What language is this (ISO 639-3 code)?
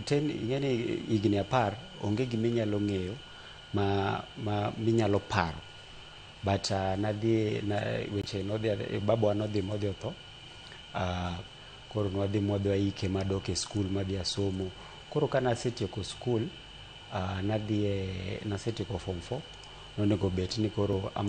luo